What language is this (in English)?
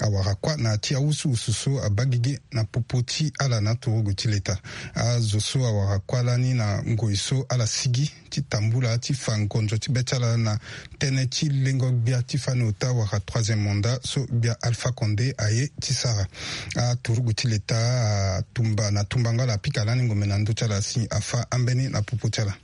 Sango